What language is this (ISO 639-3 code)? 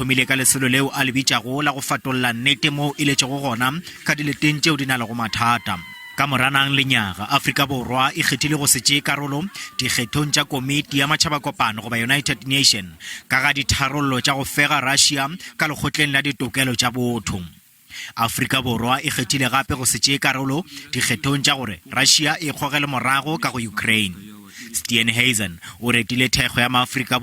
nso